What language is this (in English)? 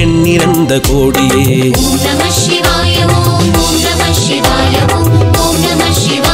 Tamil